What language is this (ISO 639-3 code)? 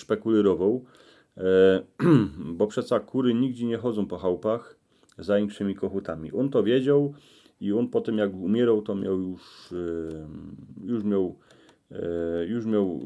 szl